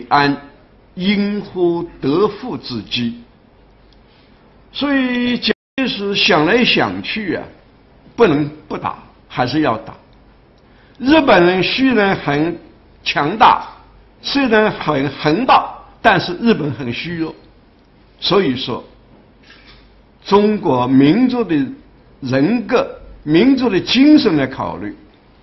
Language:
Chinese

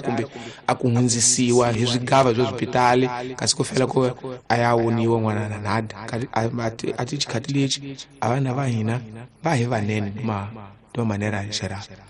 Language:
Tsonga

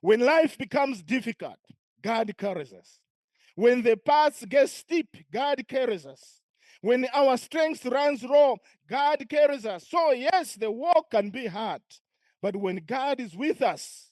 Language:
English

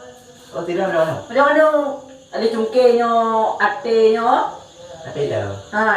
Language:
Achinese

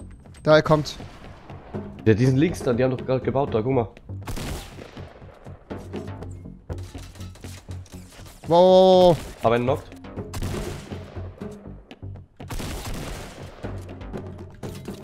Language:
German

